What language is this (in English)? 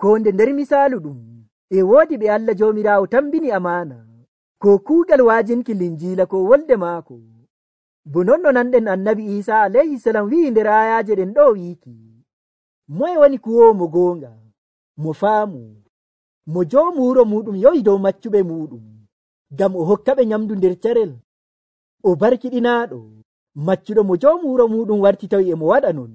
Nigerian Fulfulde